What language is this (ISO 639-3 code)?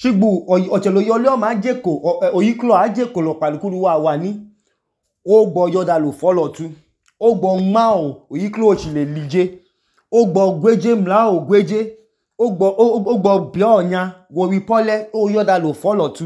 idu